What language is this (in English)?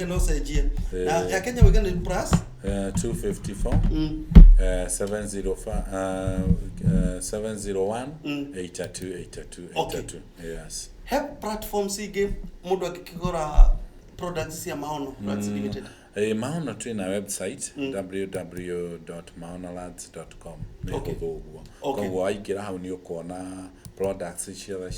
Kikuyu